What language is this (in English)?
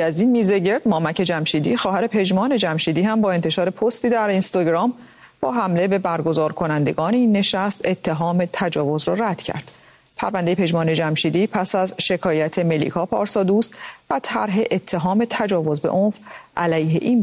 Persian